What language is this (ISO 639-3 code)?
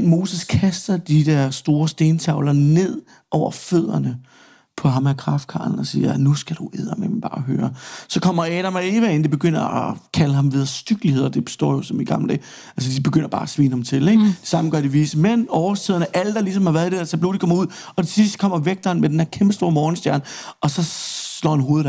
dan